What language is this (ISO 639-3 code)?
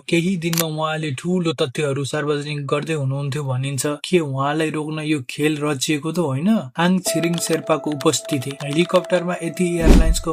nep